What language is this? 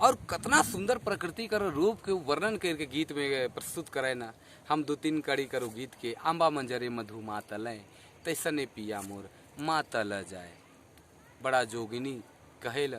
Sadri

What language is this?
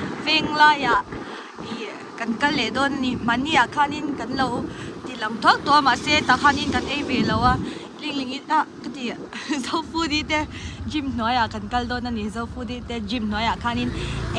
Mizo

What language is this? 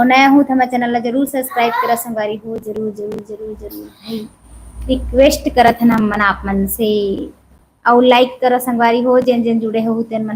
Chhattisgarhi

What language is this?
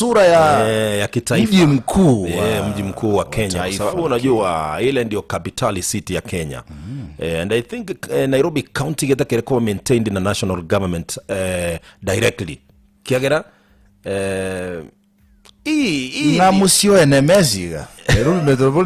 Gusii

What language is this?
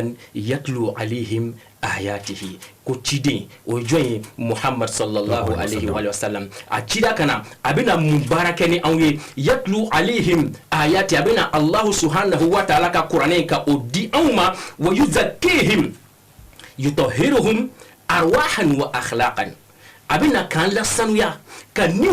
Bambara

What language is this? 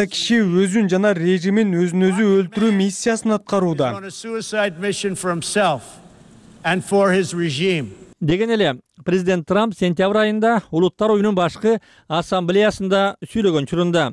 Kyrgyz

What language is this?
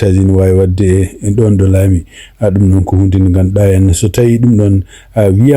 Fula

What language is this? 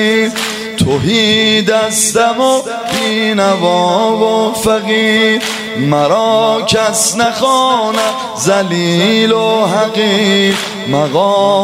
Persian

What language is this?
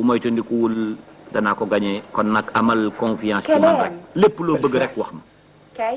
Wolof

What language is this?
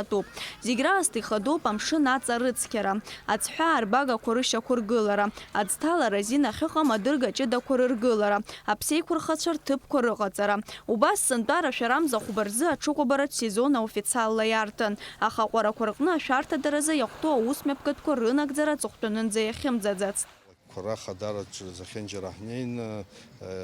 Abkhazian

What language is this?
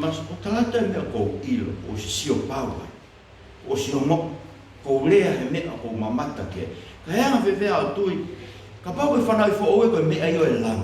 Tongan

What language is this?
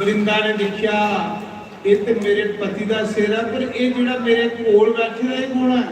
Dogri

